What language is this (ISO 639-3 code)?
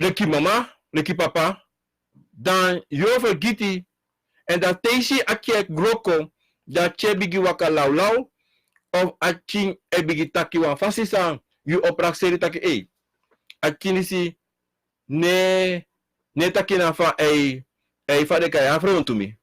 srn